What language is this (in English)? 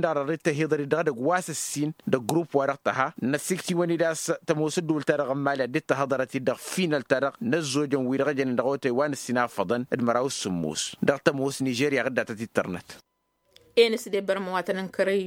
Tamasheq